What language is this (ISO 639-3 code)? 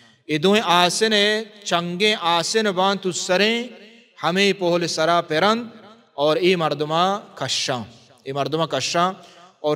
bal